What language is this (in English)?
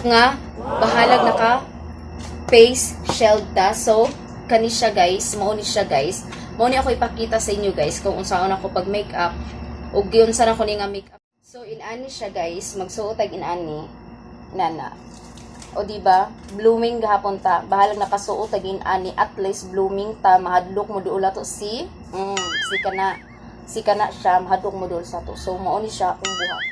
Cebuano